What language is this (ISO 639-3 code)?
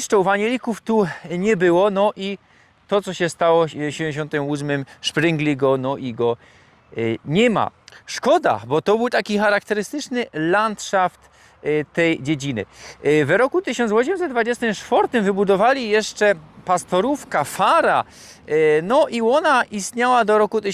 szl